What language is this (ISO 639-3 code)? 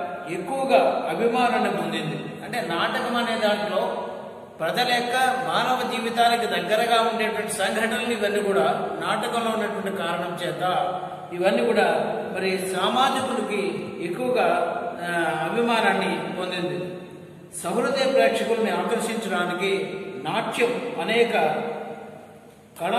tel